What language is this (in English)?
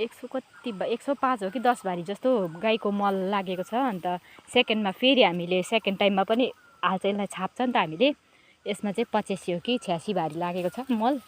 Nepali